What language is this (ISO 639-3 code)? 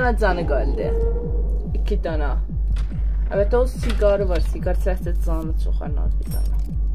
azb